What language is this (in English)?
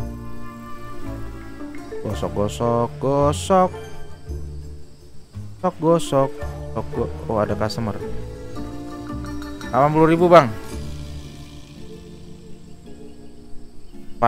Indonesian